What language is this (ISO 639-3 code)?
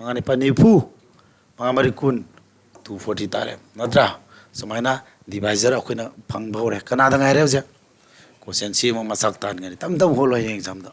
mni